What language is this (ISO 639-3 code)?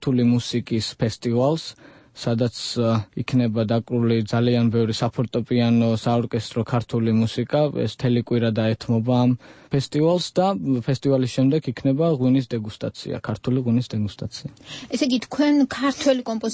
kat